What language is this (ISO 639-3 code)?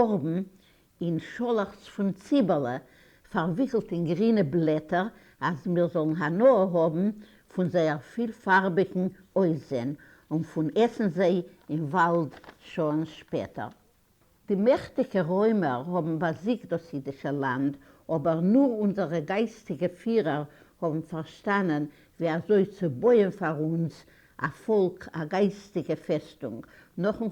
yid